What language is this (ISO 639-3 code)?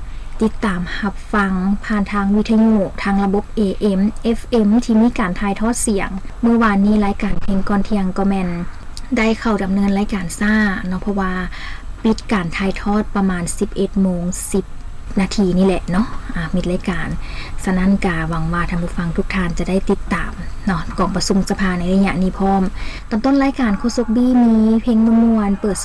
lao